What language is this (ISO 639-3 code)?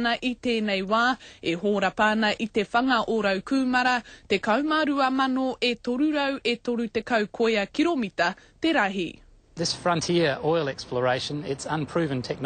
mri